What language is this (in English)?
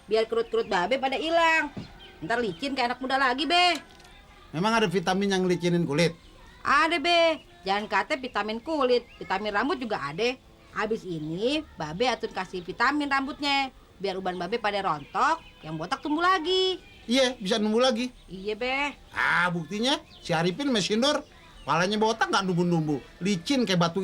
Betawi